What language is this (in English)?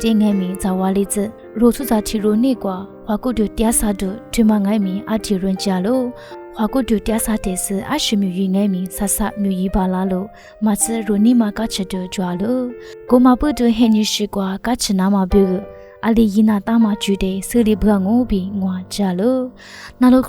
Lisu